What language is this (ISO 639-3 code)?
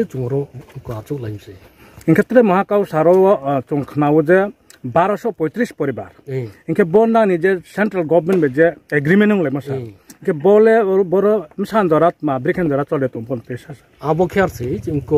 ria